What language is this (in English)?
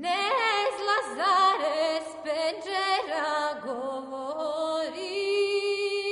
Serbian